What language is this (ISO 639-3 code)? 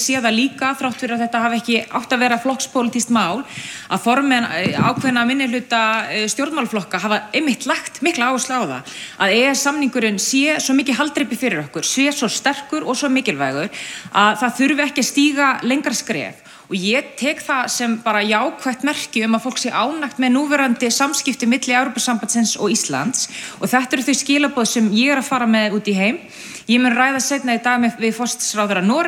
isl